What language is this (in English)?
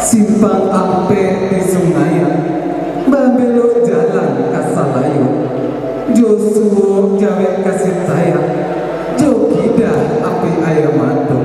Minangkabau